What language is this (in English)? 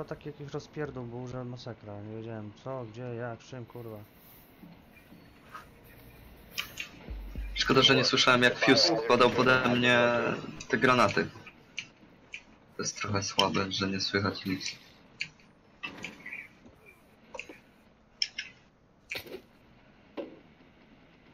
Polish